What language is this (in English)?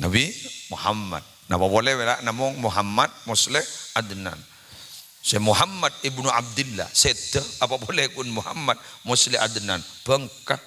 Madurese